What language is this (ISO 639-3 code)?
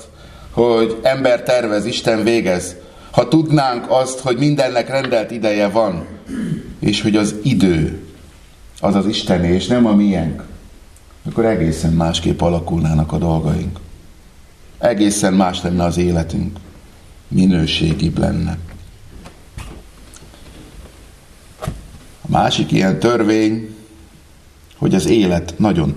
hun